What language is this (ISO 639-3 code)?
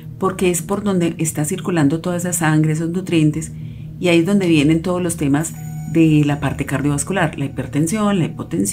spa